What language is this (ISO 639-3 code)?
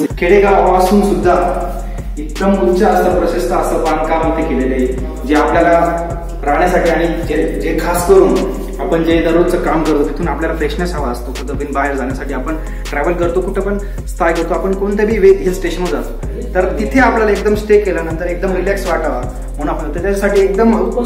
mar